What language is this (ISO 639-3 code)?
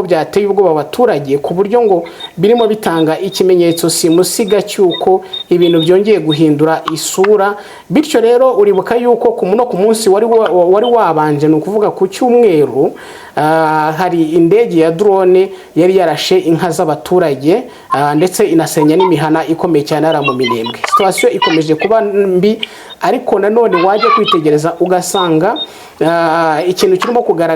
kin